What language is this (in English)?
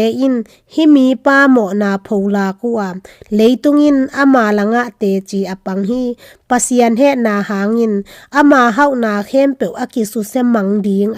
Tedim Chin